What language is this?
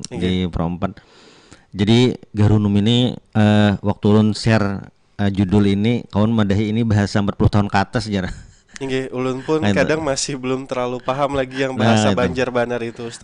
Banjar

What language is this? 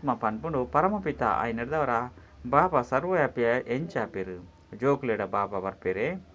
Tulu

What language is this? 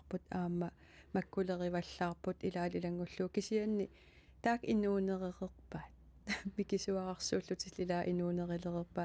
Kalaallisut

